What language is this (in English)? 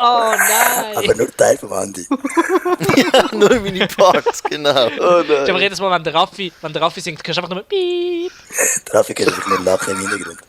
Swiss German